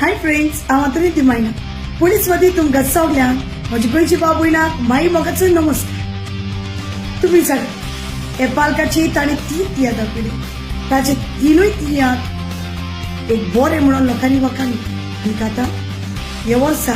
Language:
Konkani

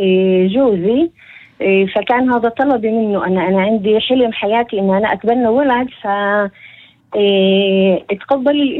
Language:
North Levantine Arabic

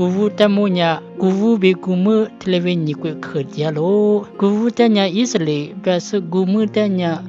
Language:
Lisu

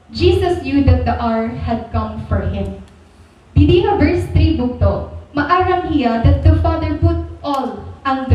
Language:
Waray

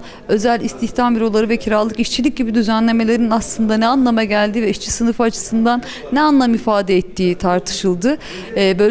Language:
Turkish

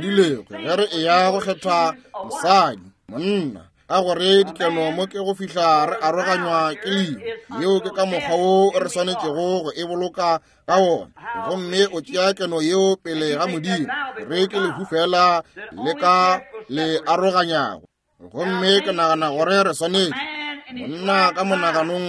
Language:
Northern Sotho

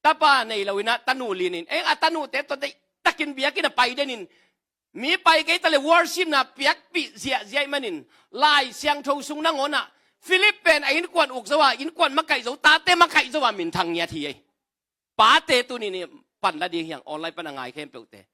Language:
Tedim Chin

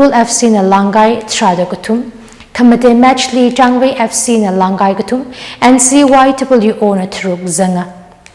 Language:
Tangkhul Naga (India)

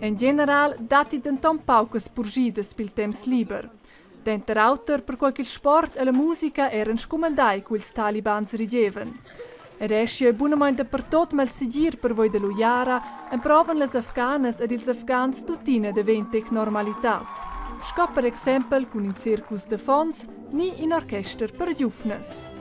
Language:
Romansh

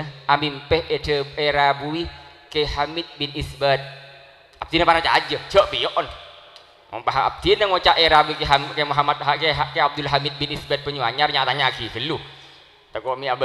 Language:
Madurese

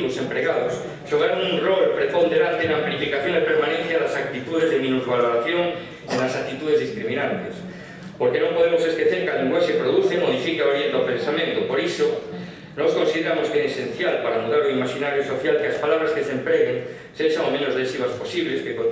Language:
Galician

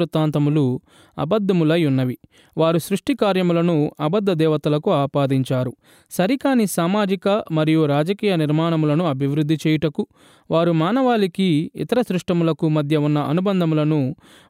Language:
Telugu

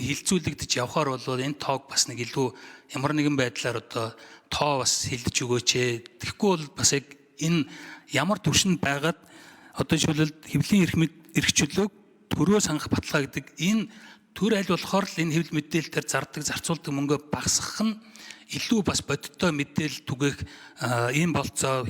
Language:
Mongolian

